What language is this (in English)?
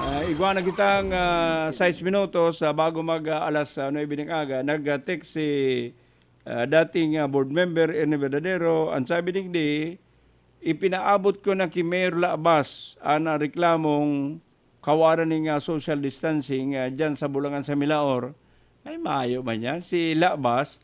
Bikol